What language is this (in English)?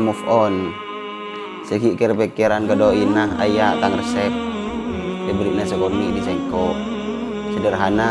Madurese